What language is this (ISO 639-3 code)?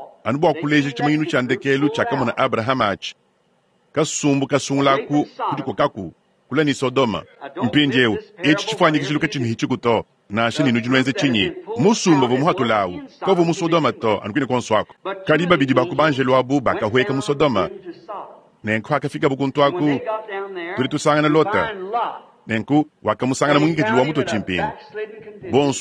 lua